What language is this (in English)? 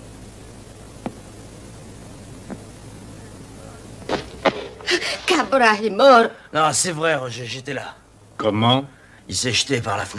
French